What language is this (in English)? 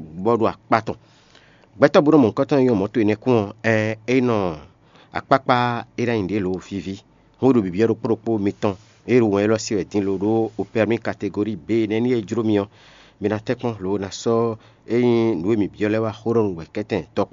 Fon